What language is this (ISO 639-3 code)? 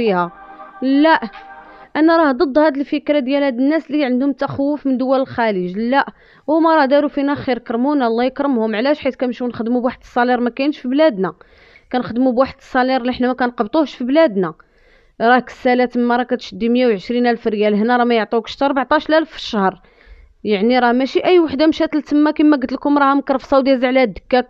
ary